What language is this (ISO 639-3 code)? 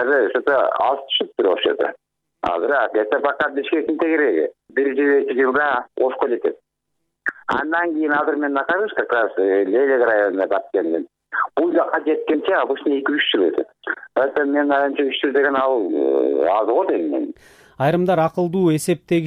kir